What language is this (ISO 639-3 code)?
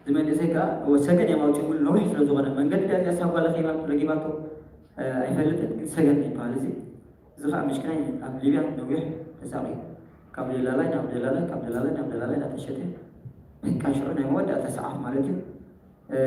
tir